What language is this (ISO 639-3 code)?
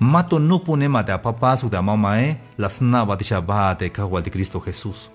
tzh